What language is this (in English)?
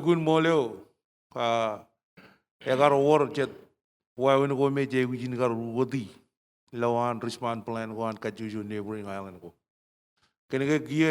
Marshallese